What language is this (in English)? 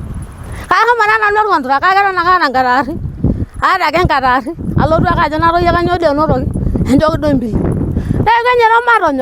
Masai